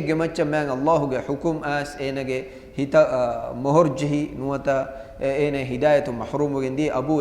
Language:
Divehi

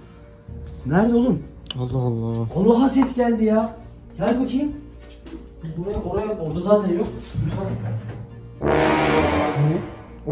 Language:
Turkish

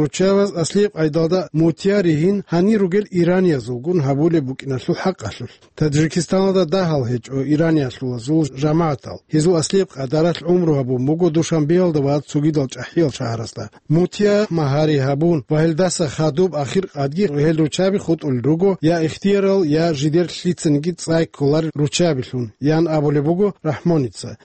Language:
Avaric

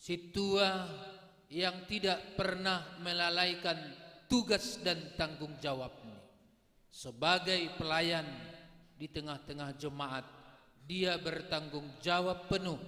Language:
Batak Simalungun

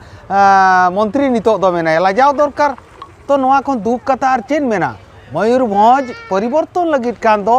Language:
Santali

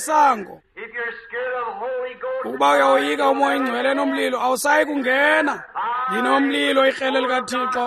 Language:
Xhosa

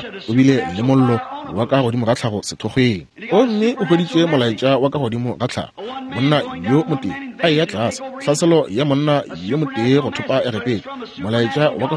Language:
Northern Sotho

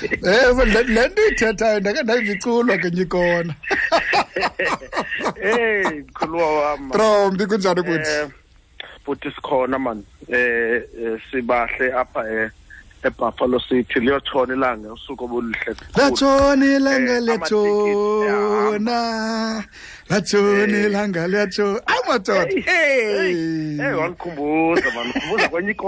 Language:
Xhosa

